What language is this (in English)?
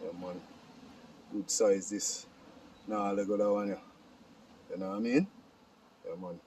Jamaican Creole English